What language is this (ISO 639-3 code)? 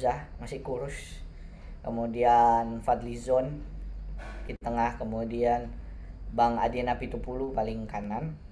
ind